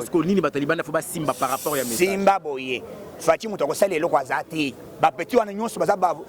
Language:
Lingala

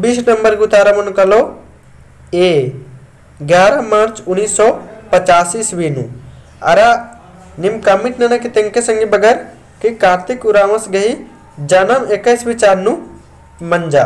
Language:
Kurukh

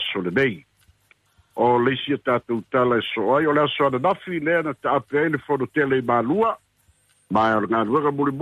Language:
Samoan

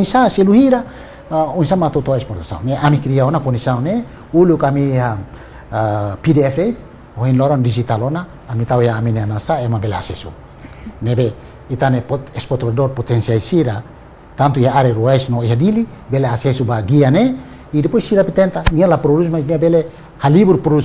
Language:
Tetum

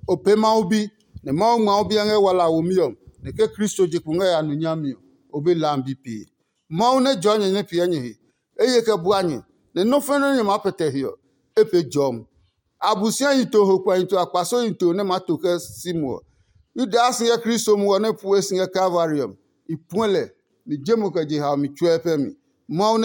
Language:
Adangme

